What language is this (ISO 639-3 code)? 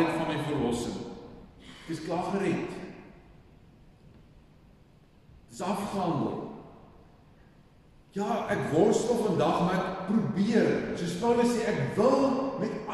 afr